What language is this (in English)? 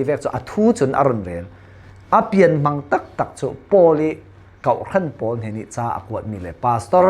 Falam Chin